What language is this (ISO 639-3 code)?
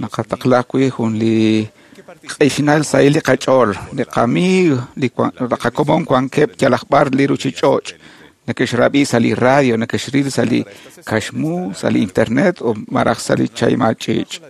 kek